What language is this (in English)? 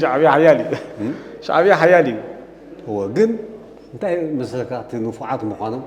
Tigrinya